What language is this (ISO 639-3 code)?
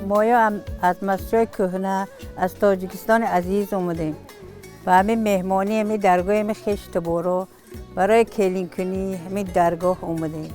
tgk